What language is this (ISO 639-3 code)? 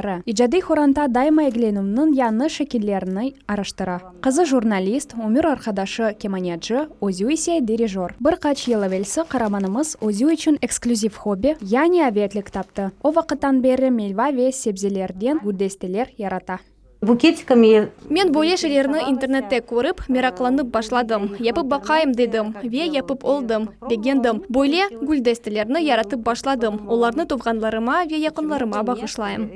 crh